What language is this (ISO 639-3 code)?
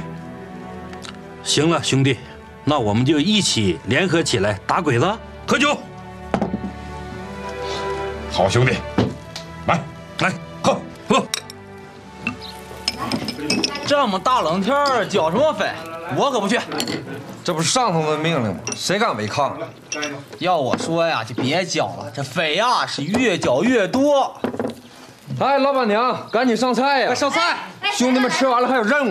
zho